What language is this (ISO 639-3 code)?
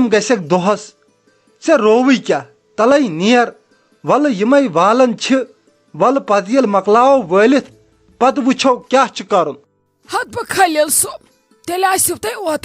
kas